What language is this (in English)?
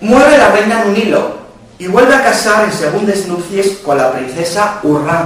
Asturian